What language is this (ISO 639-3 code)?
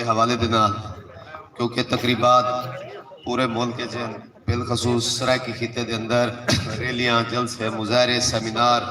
skr